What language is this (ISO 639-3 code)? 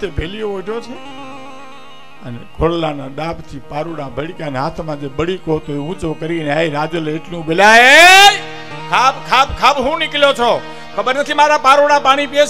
guj